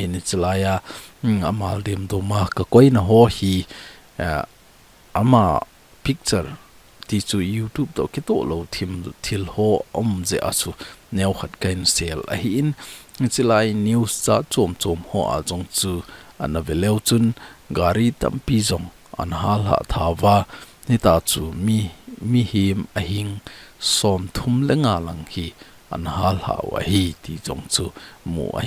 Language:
Thado Chin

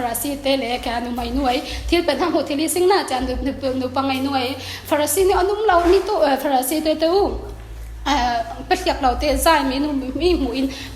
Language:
Falam Chin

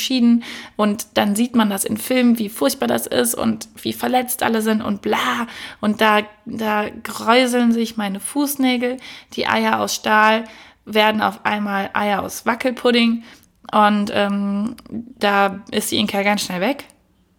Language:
German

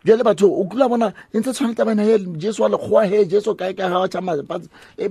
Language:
Southern Sotho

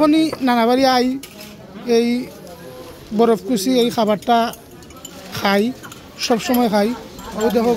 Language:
Sylheti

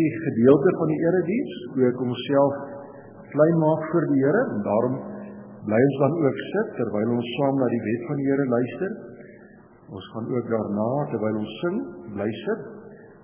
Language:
Afrikaans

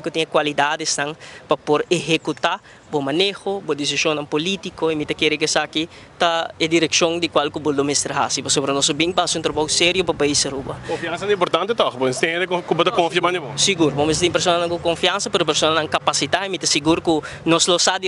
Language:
Papiamento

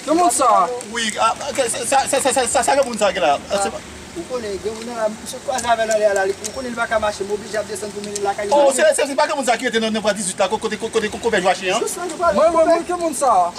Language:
Haitian Creole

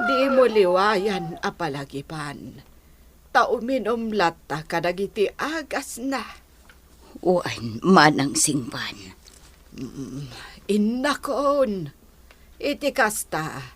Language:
Iloko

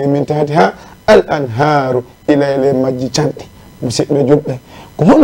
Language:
Fula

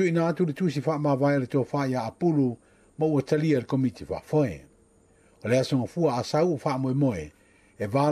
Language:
Samoan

